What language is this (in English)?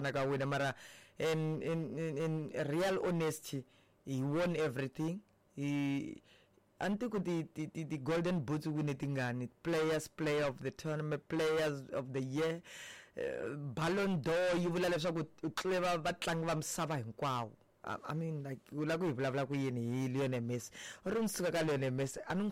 Tsonga